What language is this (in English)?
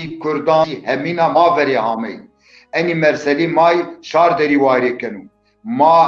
Zaza